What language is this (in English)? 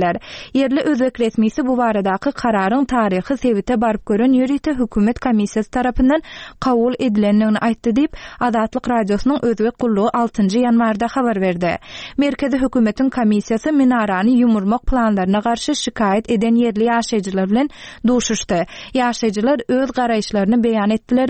Turkmen